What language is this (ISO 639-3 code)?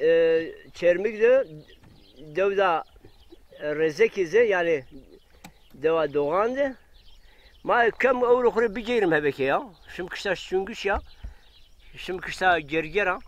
zza